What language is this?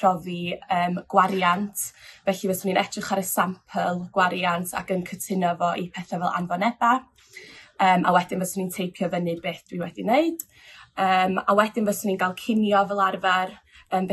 Welsh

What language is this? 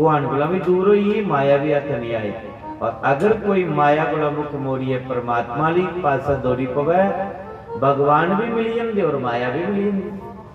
Dogri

